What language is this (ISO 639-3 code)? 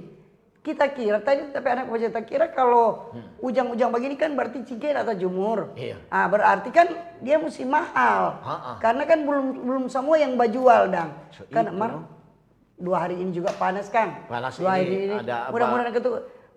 xmm